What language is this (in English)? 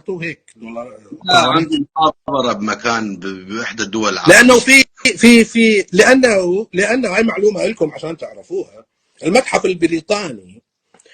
North Levantine Arabic